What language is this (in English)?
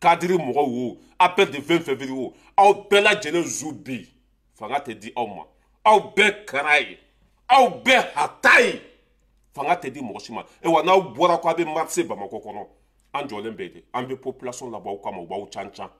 Bambara